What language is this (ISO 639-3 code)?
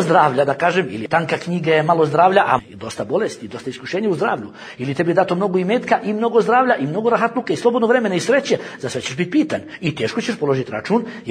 bos